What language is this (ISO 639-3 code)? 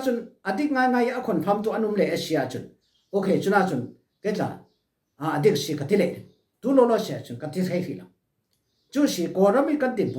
cfm